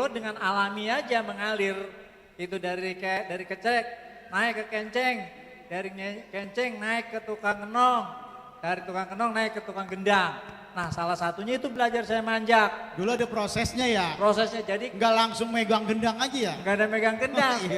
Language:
Betawi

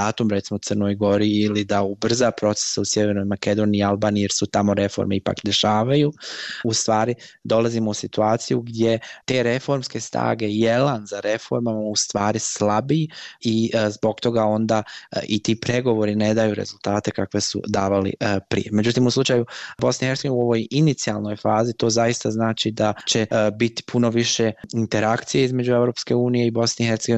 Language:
Bosnian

